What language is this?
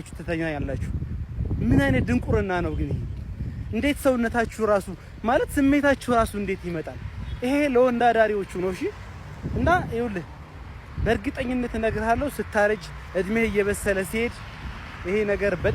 Amharic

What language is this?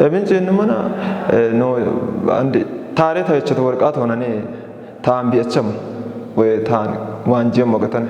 Kafa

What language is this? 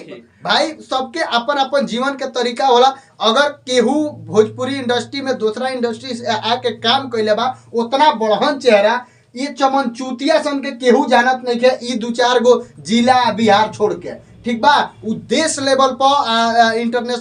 Bhojpuri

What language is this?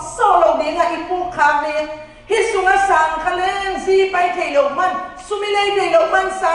Tedim Chin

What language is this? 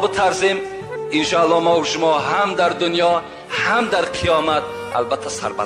Tajik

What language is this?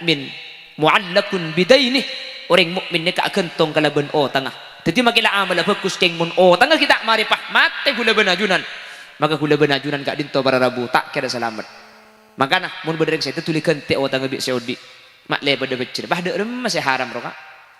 Madurese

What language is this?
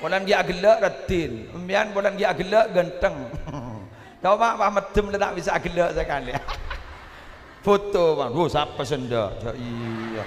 Madurese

